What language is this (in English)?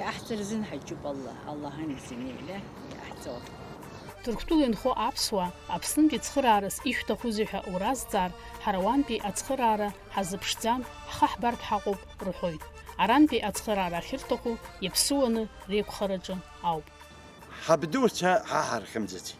Abkhazian